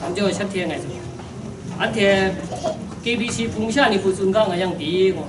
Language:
Kachin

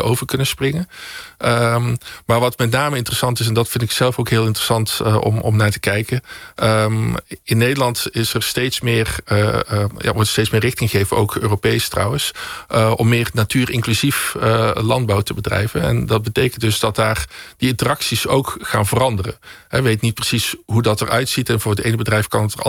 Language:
Dutch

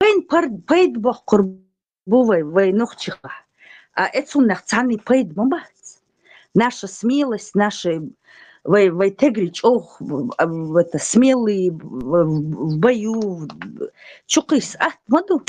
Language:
Chechen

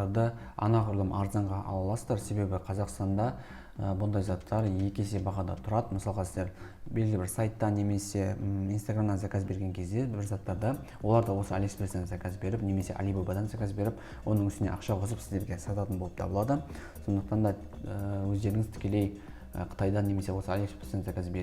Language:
Kazakh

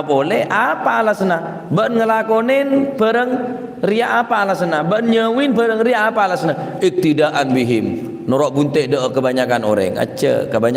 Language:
Madurese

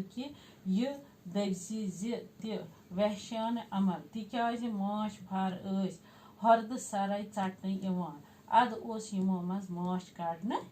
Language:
Kashmiri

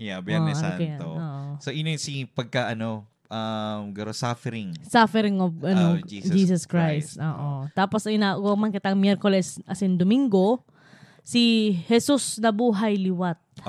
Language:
Bikol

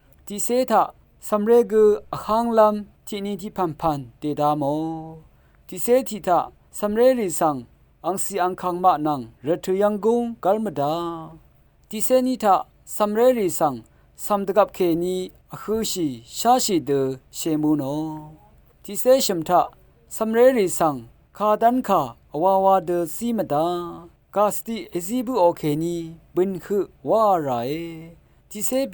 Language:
Rawang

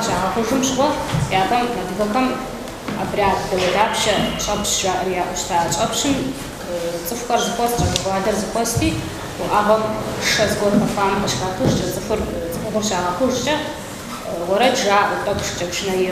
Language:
Kabardian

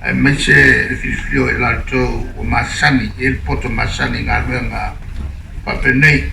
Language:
Samoan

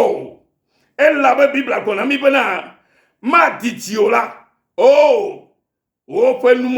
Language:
Ewe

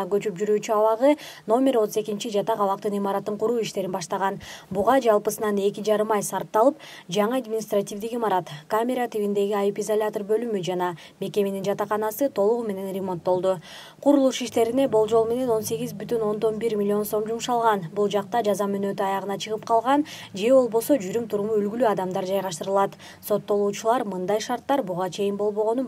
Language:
Kyrgyz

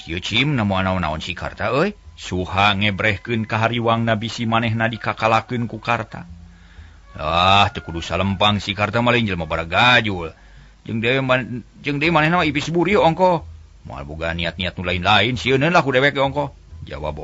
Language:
Sundanese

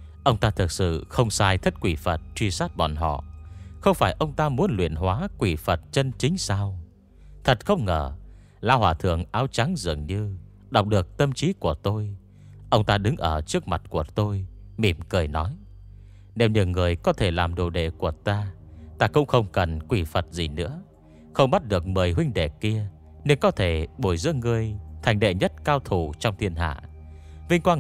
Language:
Vietnamese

